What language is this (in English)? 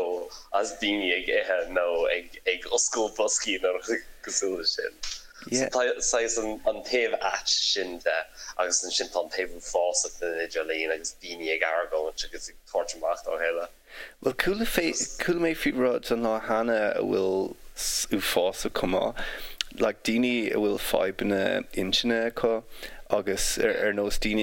Irish